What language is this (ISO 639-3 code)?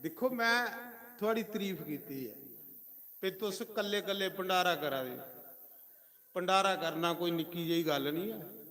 doi